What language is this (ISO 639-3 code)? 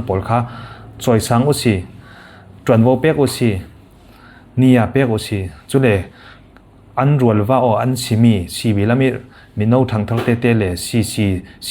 cfm